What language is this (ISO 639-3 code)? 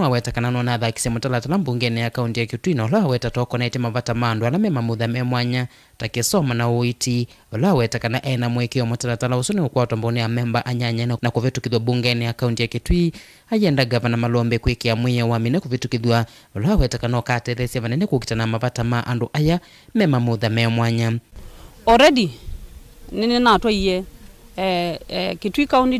kam